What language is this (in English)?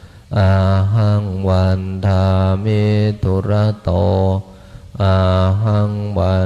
Pali